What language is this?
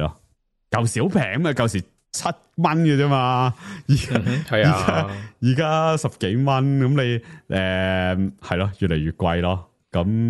Cantonese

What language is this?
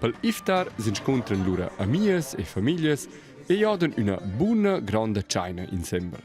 Romansh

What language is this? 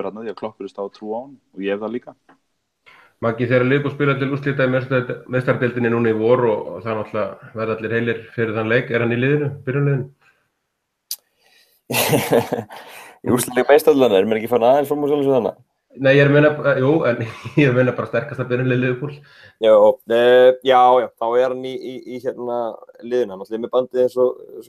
Icelandic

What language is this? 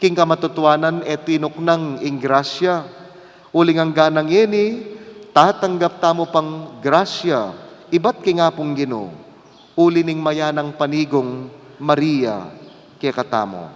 Pampanga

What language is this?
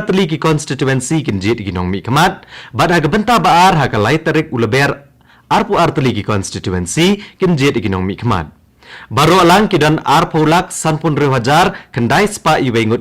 Khasi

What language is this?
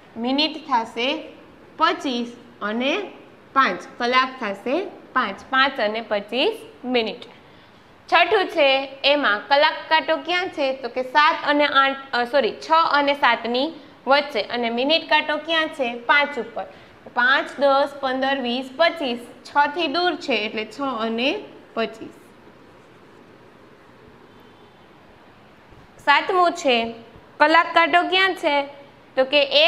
Gujarati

